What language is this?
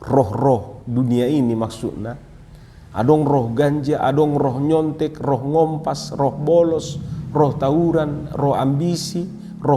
Batak Toba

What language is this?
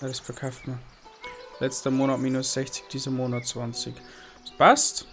Bavarian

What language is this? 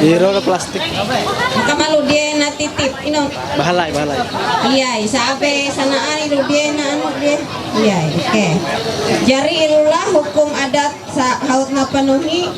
Ma'anyan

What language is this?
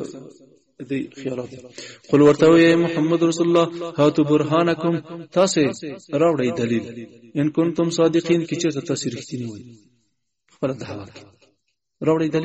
Pashto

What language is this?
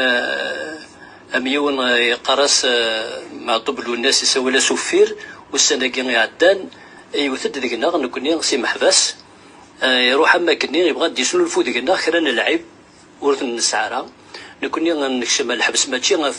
Kabyle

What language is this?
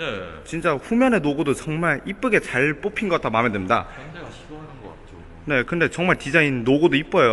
Korean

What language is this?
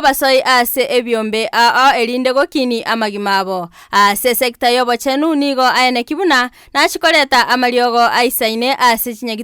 Gusii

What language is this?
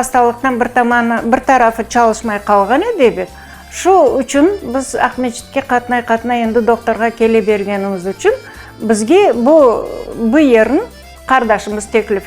Crimean Tatar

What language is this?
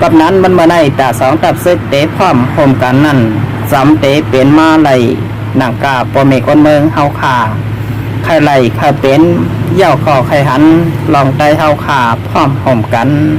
Shan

